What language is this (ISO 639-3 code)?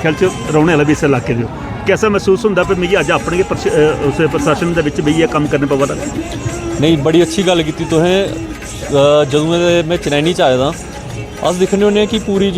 doi